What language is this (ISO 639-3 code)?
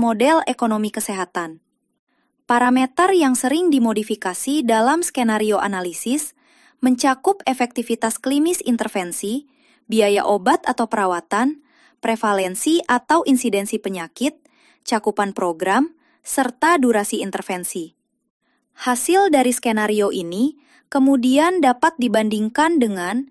ind